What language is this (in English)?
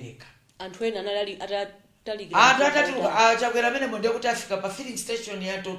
Nyanja